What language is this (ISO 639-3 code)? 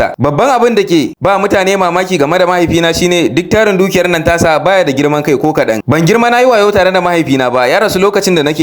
hau